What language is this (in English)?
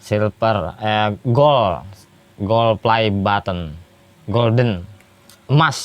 Banjar